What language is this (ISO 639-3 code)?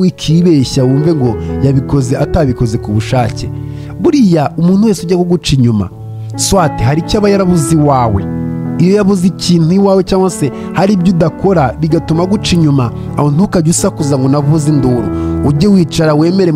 kin